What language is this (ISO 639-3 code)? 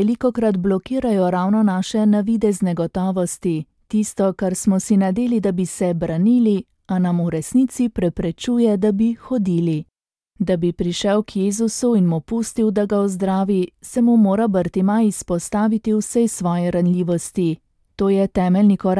slv